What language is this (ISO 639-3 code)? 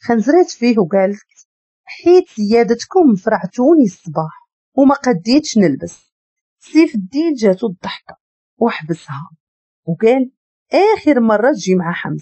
ary